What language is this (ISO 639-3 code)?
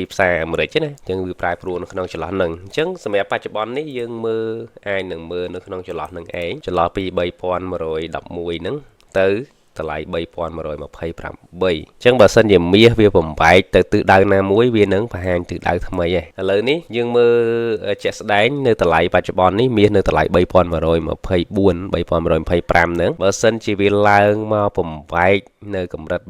khm